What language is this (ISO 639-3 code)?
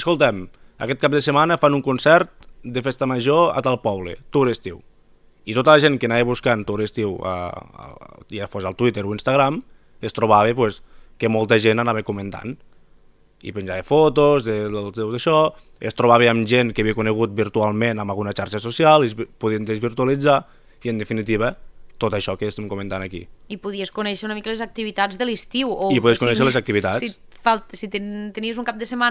cat